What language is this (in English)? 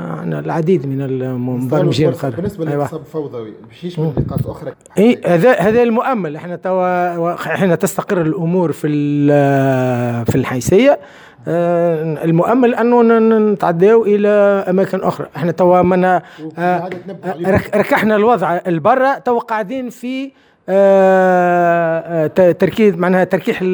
Tunisian Arabic